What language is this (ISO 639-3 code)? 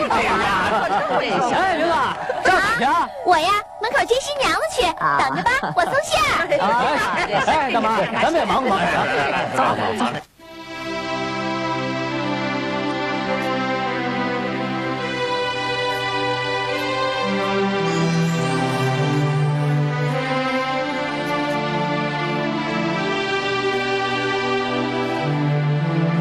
zho